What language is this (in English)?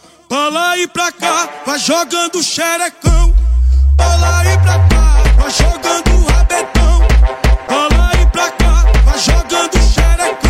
Portuguese